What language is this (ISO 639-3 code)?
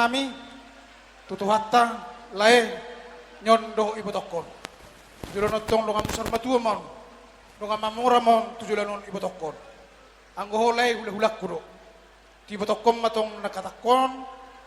bbc